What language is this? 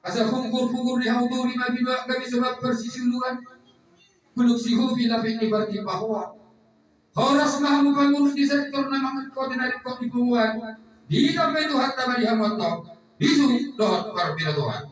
Batak Toba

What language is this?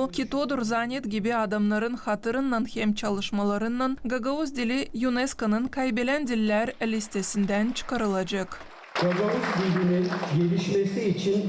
Gagauz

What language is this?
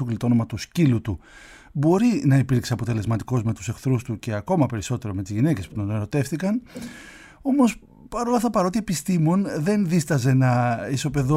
Greek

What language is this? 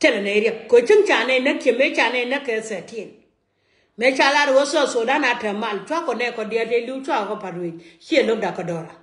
Nuer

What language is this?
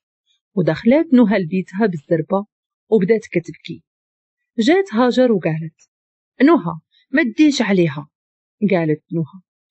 Moroccan Arabic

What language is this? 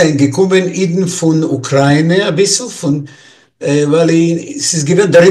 Yiddish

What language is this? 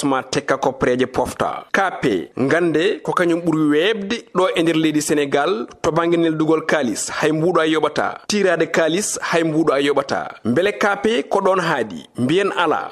Fula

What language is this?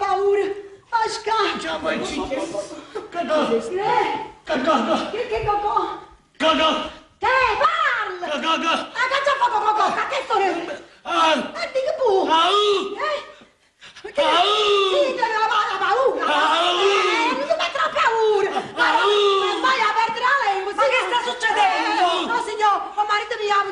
Neapolitan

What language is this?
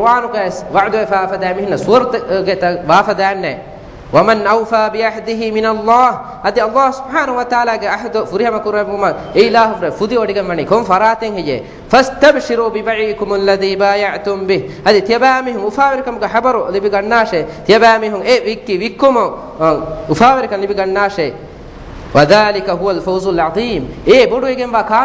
Divehi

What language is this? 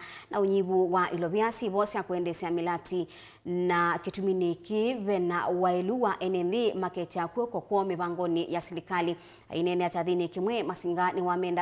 Kamba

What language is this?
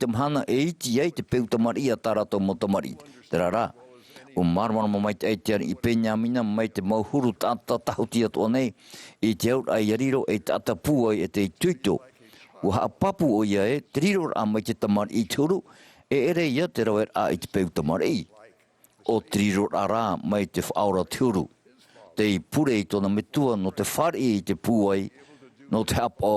Tahitian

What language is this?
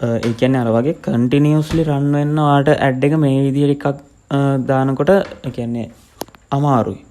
Sinhala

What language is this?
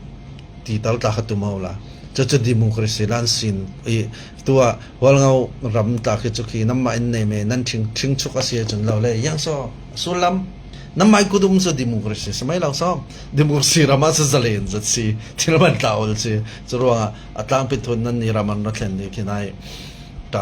Falam Chin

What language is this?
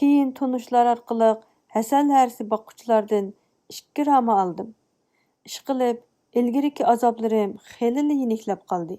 Uyghur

